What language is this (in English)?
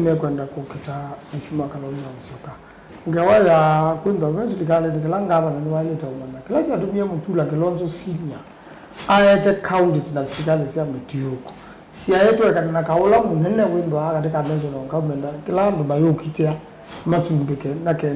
Kamba